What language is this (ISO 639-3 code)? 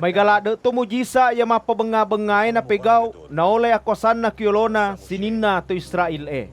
bug